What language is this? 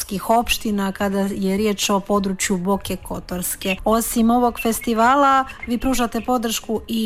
Serbian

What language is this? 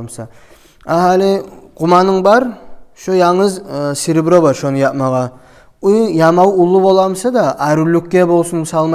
Kumyk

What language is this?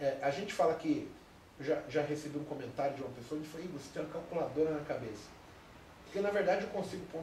Portuguese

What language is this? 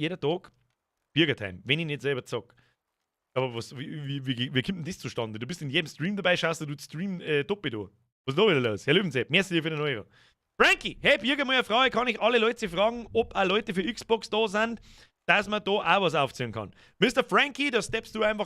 Bavarian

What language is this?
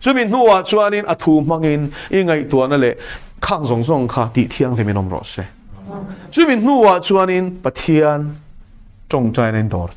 Mizo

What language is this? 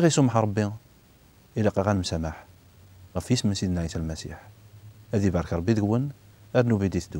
Kabyle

